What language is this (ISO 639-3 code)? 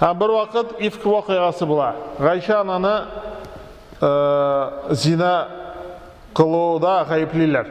tat